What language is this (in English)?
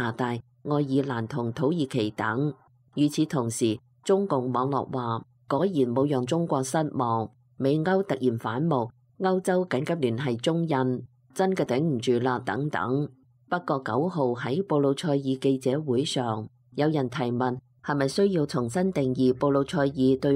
Cantonese